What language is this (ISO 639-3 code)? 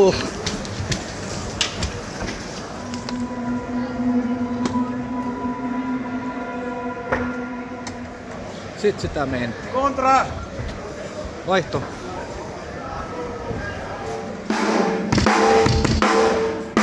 fin